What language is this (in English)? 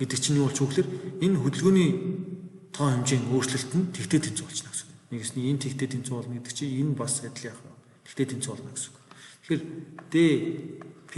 Mongolian